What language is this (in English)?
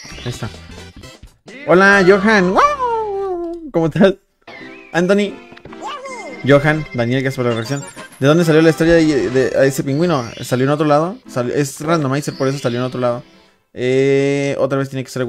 Spanish